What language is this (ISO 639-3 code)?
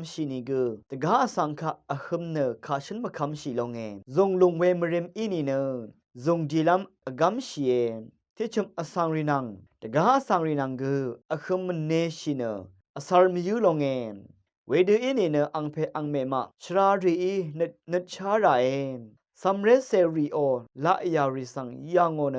raw